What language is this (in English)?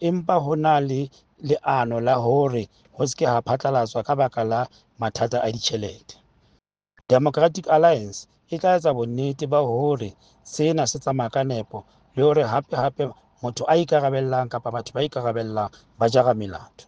Southern Sotho